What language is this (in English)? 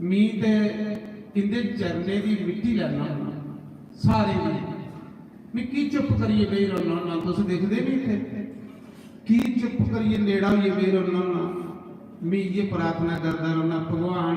Dogri